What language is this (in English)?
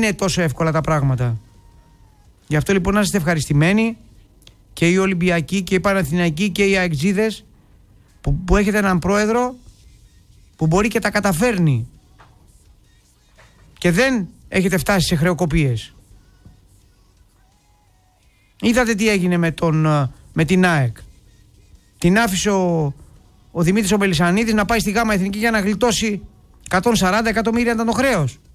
Greek